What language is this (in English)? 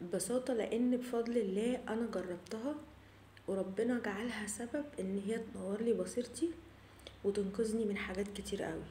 Egyptian Arabic